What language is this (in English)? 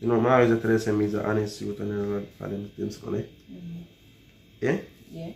Jamaican Creole English